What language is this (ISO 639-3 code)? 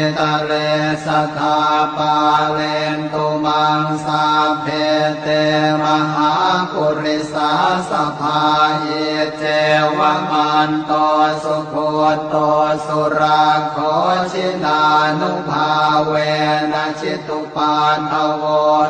pli